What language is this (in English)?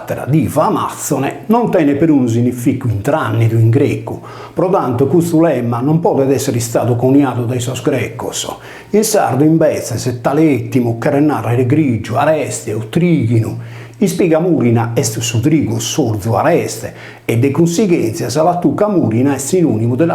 Sardinian